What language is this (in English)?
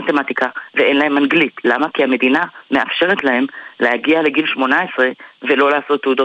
Hebrew